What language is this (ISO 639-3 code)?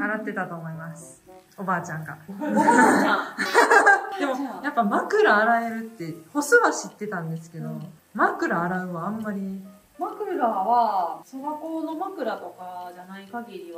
jpn